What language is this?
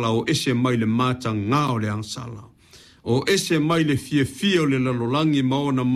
Samoan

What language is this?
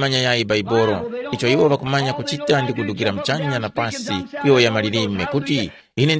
Tumbuka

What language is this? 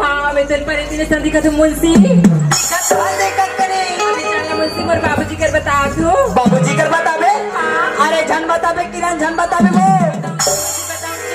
Chhattisgarhi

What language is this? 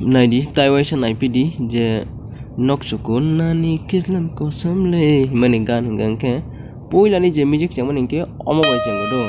Kok Borok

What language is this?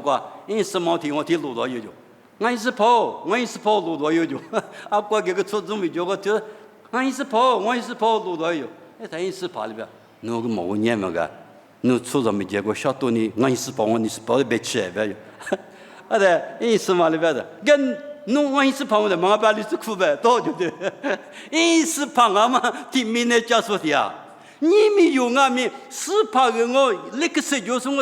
Lisu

